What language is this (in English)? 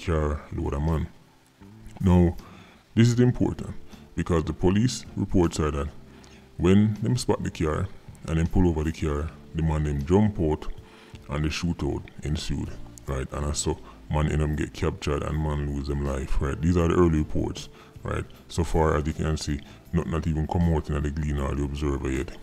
Jamaican Creole English